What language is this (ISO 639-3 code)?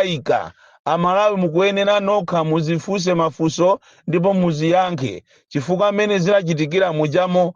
nya